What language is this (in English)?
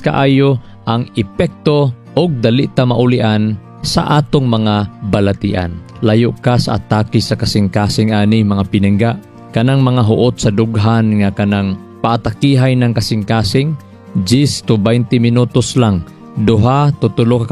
Cebuano